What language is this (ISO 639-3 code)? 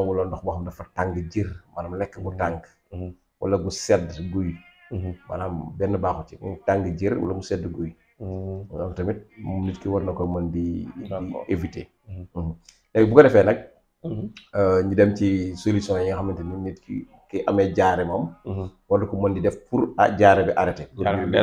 wol